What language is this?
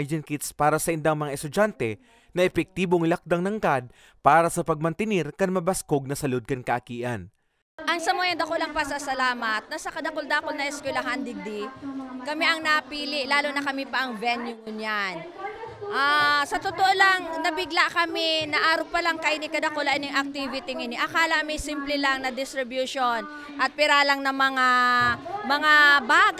Bikol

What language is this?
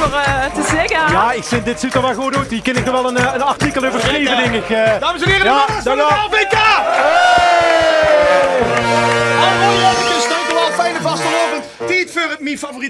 Limburgish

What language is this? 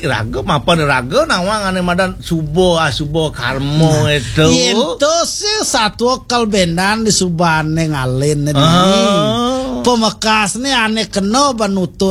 Balinese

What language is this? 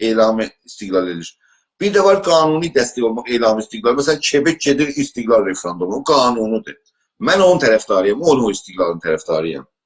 South Azerbaijani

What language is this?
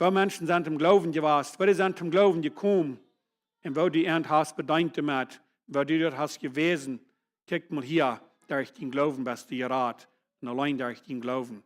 Plautdietsch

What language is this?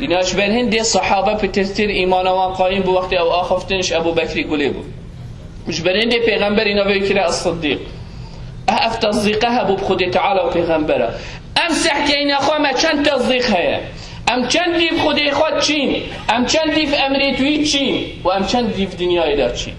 Kurdish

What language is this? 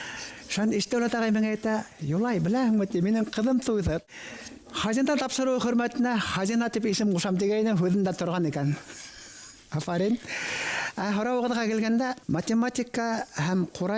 Bashkir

